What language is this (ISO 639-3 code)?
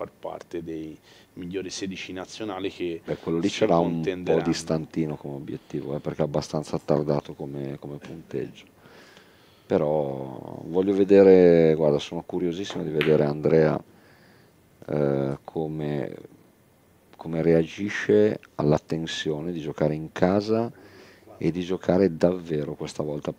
ita